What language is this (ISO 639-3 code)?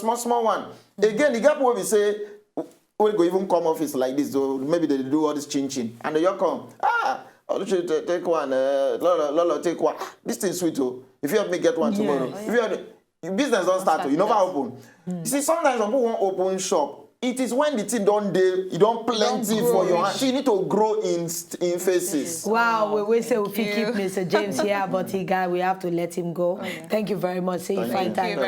pcm